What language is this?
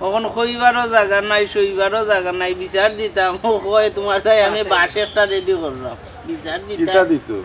Sylheti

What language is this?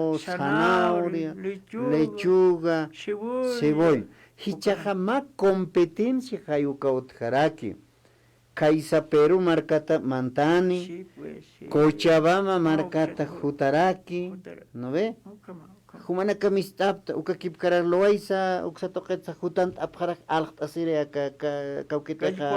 Aymara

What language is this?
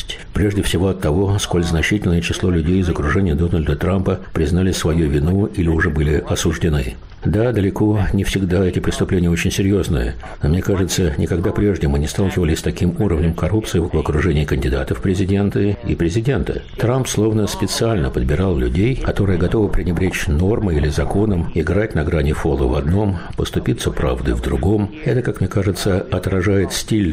Russian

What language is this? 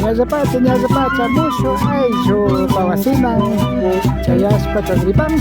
Imbabura Highland Quichua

